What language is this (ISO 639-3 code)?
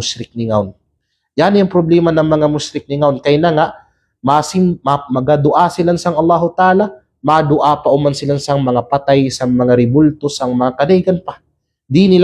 kqe